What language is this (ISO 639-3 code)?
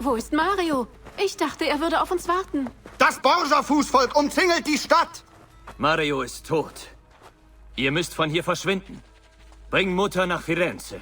bar